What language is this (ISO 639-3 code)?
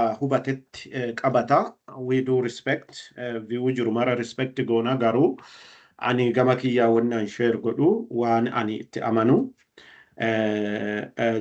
orm